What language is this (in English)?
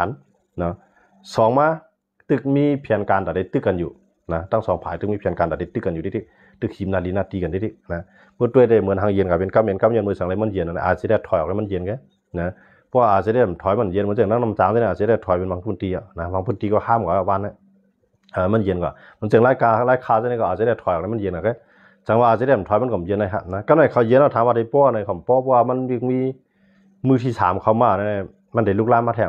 Shan